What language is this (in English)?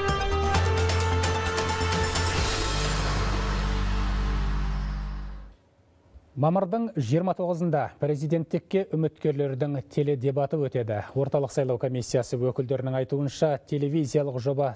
Kazakh